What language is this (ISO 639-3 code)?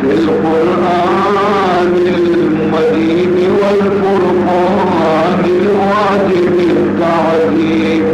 bal